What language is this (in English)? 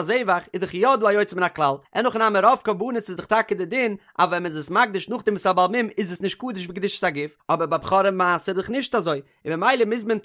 Yiddish